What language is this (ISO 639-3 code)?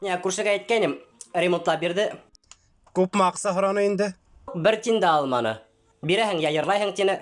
bak